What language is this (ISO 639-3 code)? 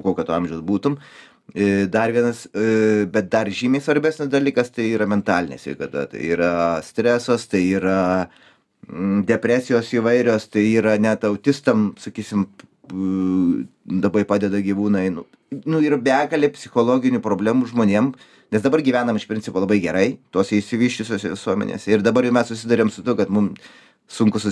lit